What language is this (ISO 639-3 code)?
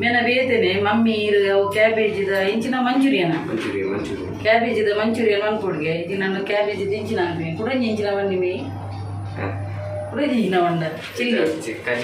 tcy